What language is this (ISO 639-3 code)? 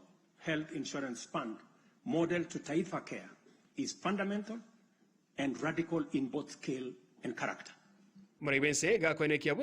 guz